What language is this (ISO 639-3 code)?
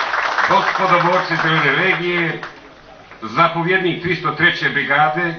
bos